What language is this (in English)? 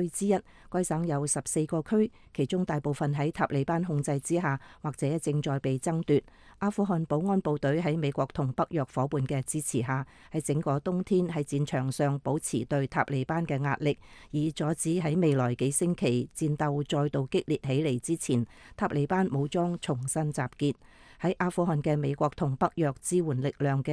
Cantonese